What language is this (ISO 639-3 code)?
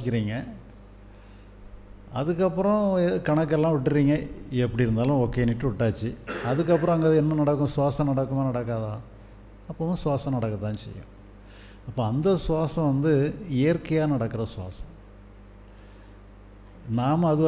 tam